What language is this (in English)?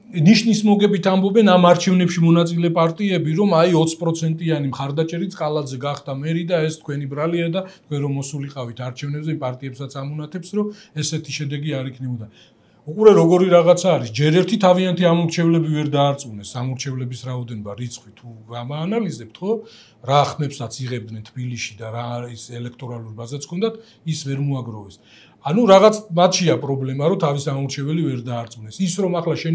Georgian